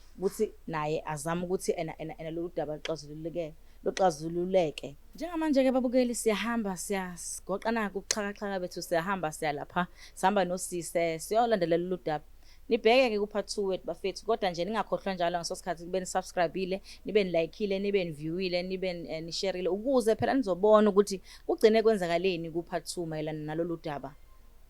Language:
Zulu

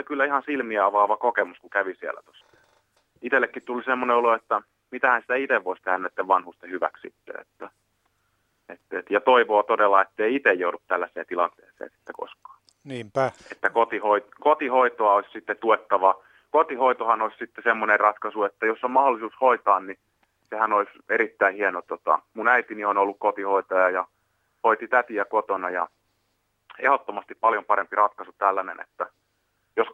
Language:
Finnish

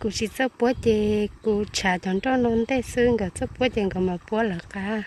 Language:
Hmong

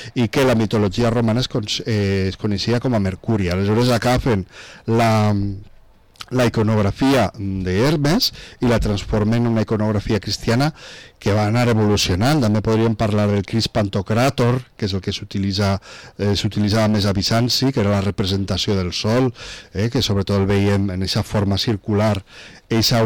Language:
Catalan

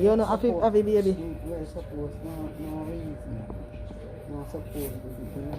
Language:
Jamaican Creole English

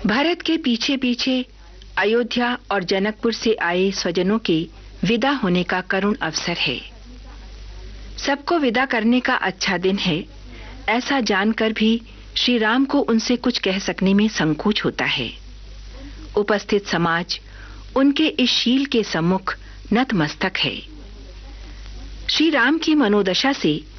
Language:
Hindi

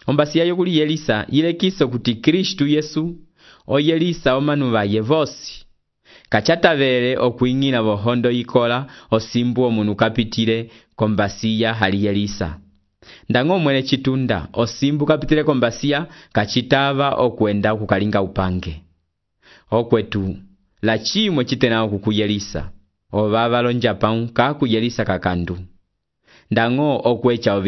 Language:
Umbundu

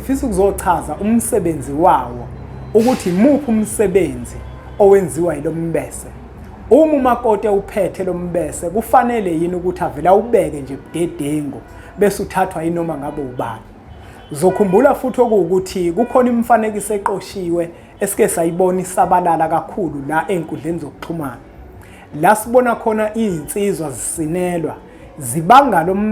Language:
Zulu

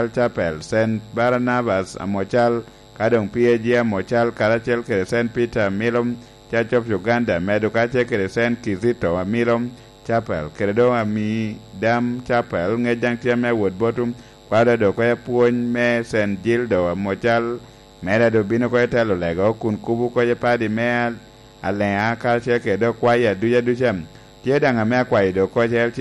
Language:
Lango (Uganda)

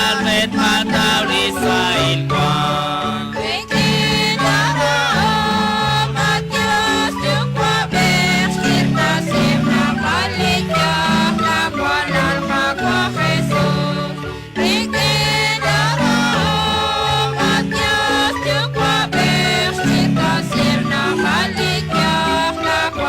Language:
Kekchí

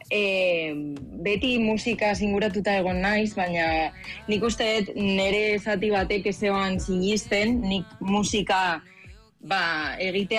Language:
Basque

